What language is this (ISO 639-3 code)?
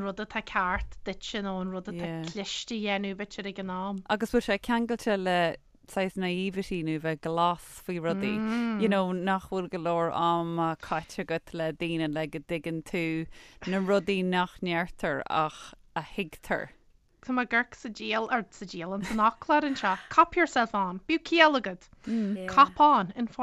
gle